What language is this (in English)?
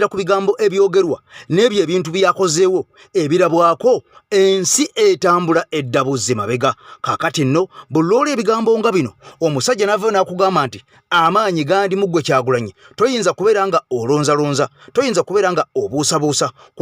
Ganda